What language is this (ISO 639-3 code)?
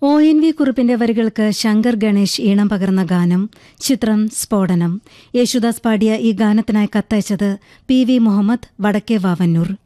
mal